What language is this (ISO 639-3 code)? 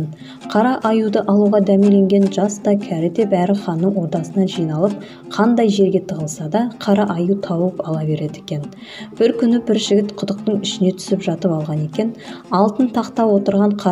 kaz